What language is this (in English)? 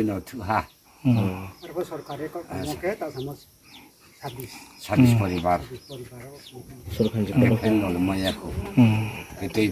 Riang (India)